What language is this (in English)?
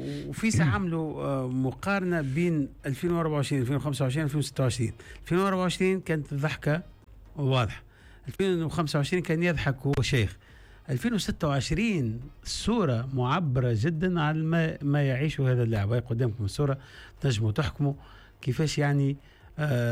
Tunisian Arabic